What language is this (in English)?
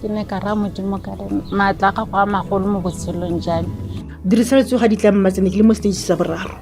Tswana